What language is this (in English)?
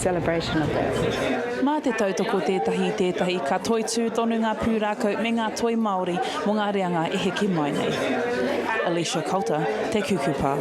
Māori